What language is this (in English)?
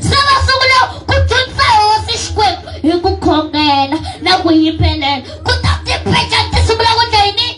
Tsonga